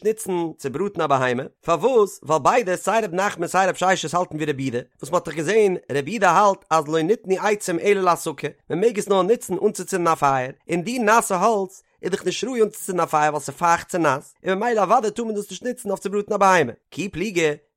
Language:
Yiddish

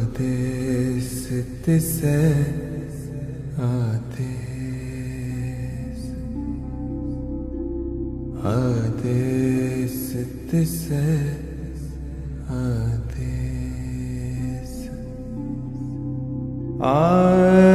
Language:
Hindi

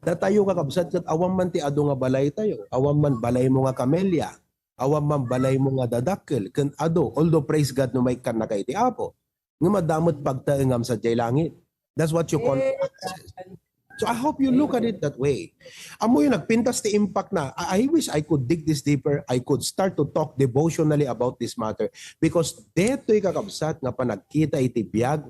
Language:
Iloko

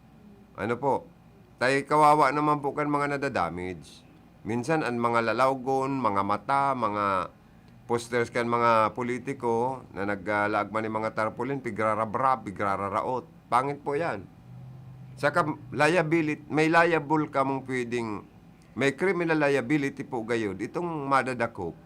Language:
Bikol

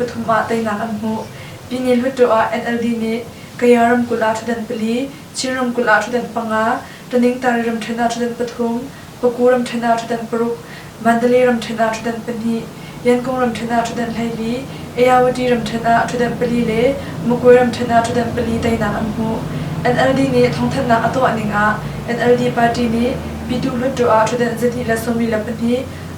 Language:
Hakha Chin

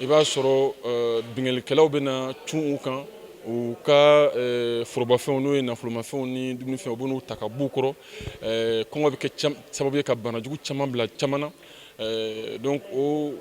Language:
Bambara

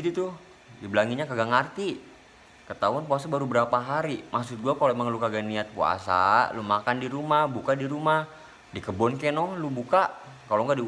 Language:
Betawi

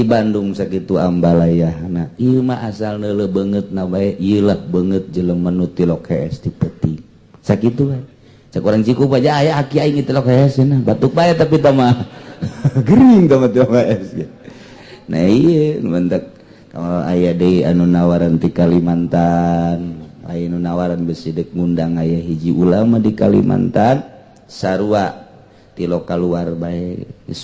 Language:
Sundanese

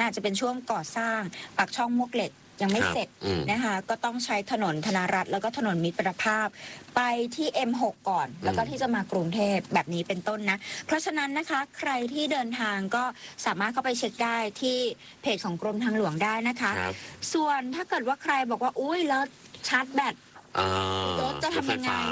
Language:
Thai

